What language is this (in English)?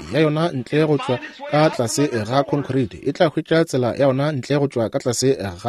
Northern Sotho